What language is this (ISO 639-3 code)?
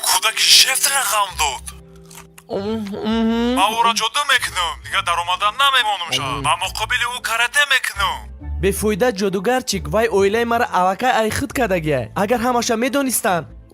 tgk